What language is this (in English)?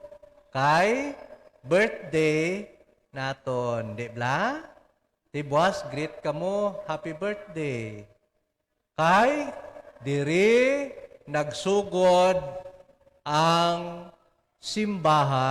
Hiligaynon